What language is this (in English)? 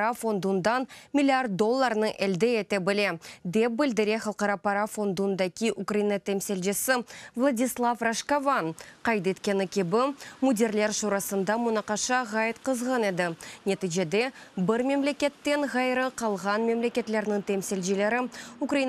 Crimean Tatar